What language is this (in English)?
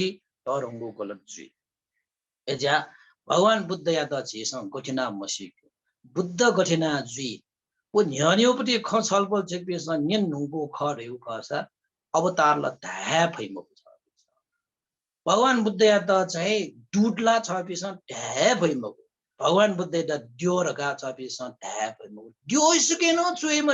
Newari